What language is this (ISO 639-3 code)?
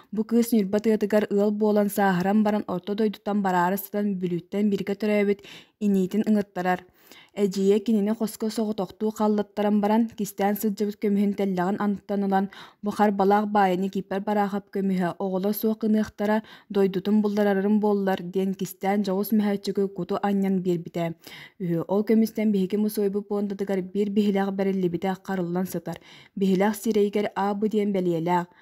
sah